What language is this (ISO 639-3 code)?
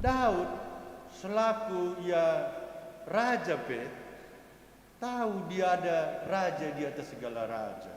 btx